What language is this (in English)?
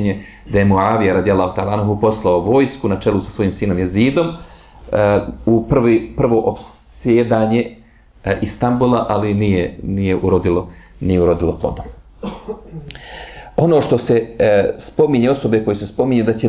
Bosnian